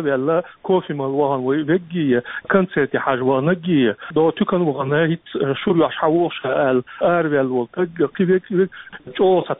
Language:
Chechen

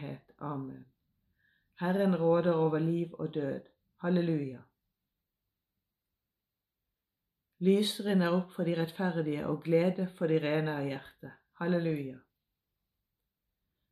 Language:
Norwegian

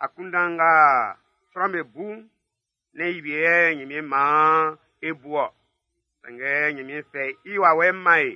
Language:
Baoulé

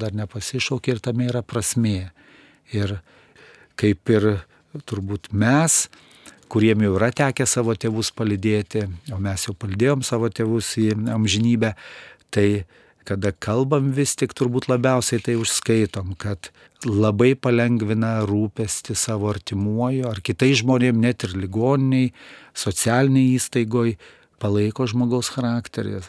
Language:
Lithuanian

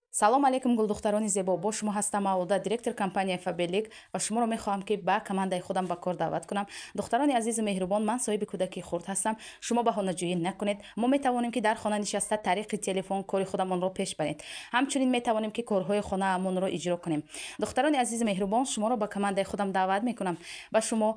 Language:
Tajik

